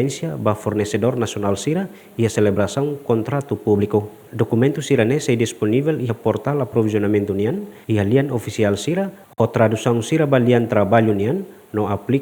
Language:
Tetum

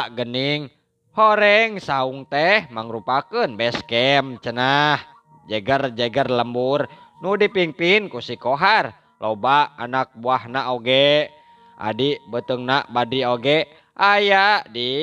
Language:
Sundanese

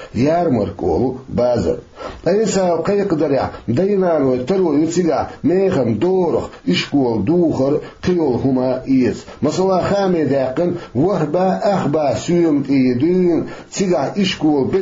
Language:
Chechen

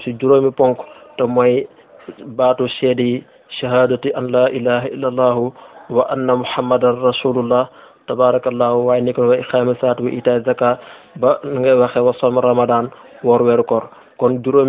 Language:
Wolof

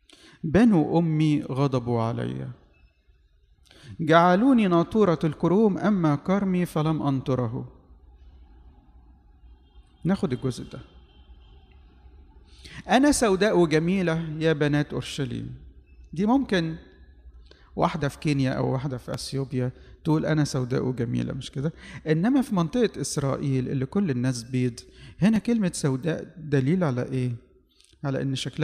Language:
Egyptian Arabic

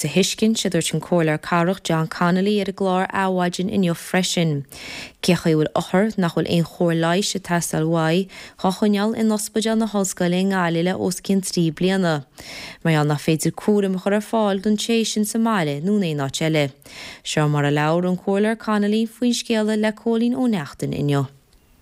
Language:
Irish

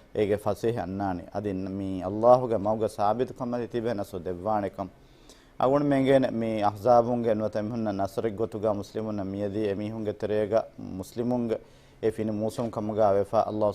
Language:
Divehi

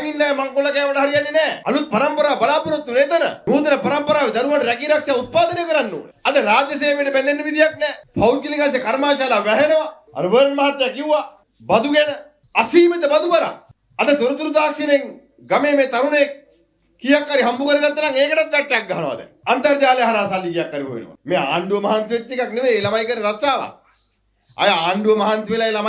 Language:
Sinhala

